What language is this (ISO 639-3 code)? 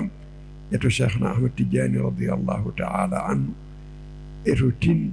ful